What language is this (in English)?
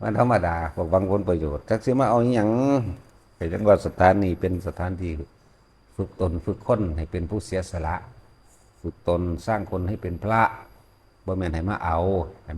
Northeastern Thai